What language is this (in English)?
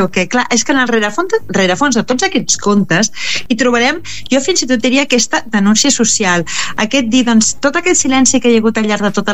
Catalan